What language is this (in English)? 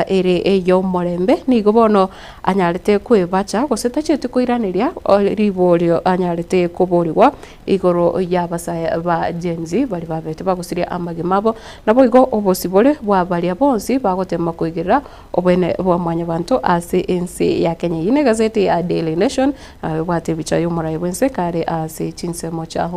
Gusii